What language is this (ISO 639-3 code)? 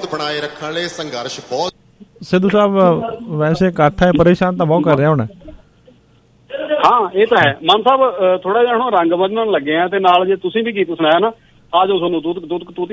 pan